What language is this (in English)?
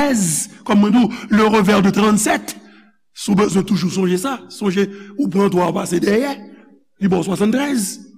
Haitian Creole